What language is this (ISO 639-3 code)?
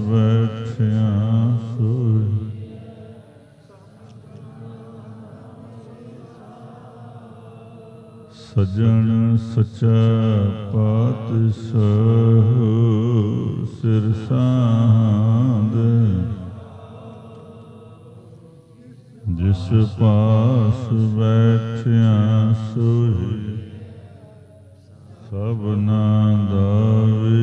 pan